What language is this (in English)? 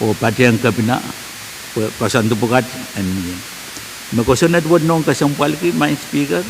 Pohnpeian